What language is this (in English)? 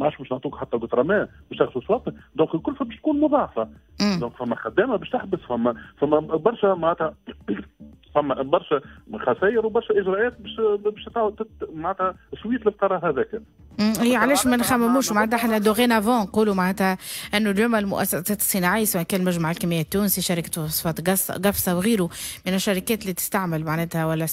Tunisian Arabic